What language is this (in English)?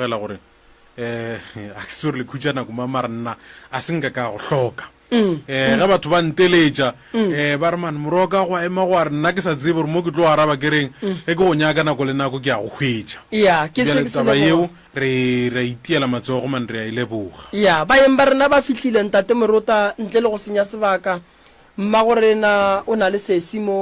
Northern Sotho